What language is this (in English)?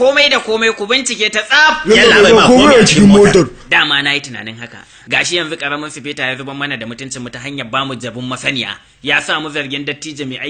Hausa